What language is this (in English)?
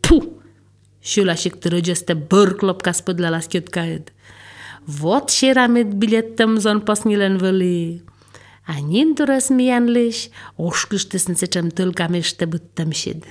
Polish